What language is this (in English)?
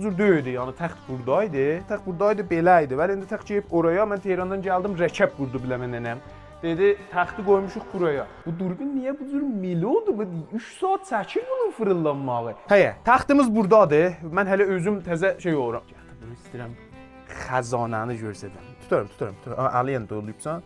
South Azerbaijani